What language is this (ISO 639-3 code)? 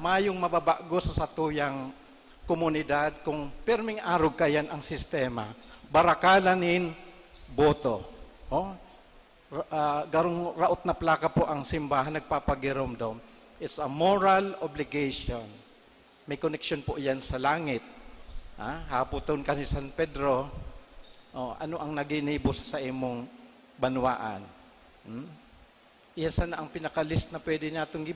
bik